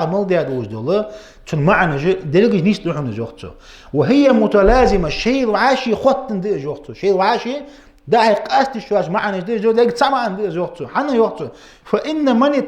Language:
Ingush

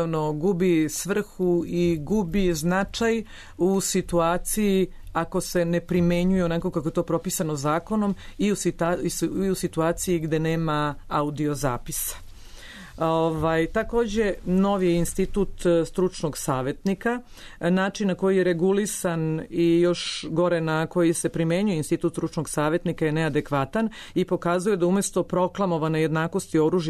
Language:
Serbian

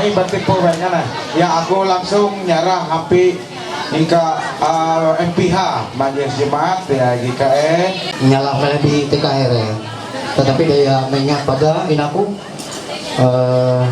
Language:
Ma'anyan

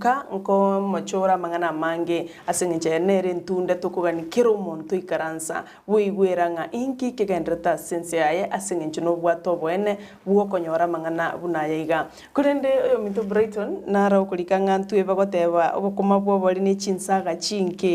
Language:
Gusii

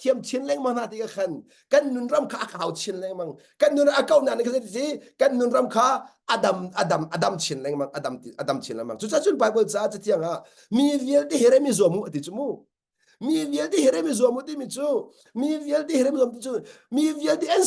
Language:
Hakha Chin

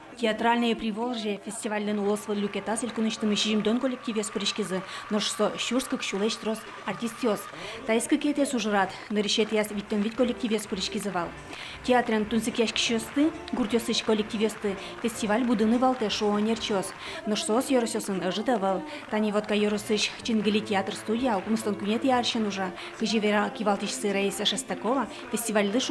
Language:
Udmurt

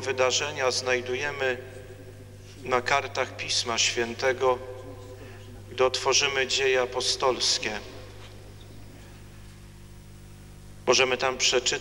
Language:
Polish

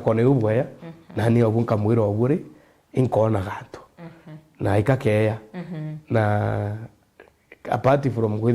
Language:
Meru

